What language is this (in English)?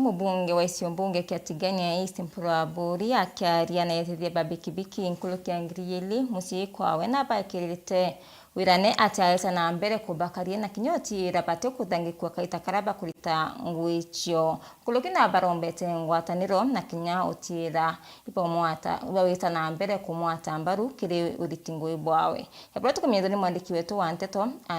Meru